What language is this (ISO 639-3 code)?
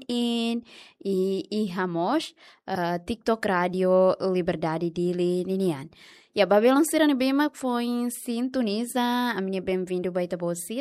tet